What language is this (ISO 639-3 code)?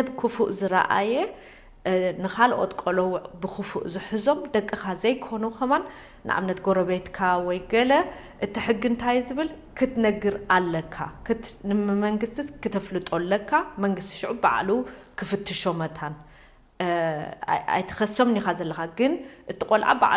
tir